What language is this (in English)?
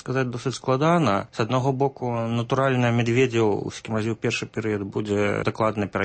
Belarusian